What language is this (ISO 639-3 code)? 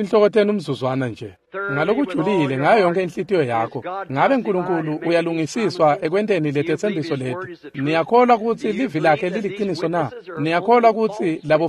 ssw